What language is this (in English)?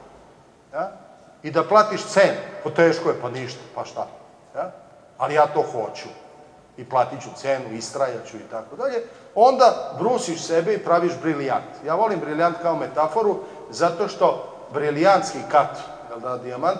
Serbian